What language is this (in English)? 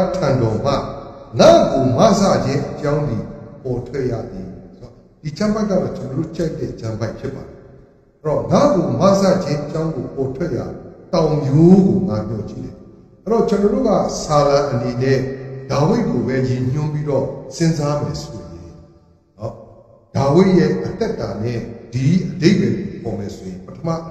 Burmese